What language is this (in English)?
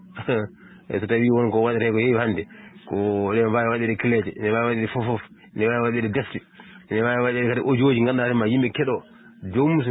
Fula